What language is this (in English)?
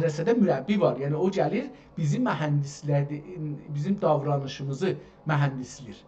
South Azerbaijani